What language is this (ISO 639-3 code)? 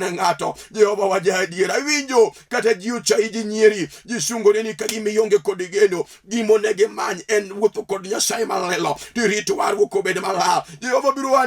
luo